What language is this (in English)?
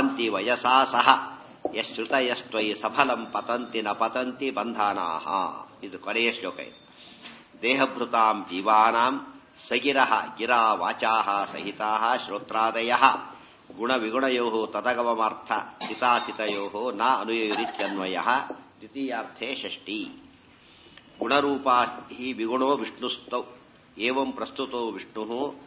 Kannada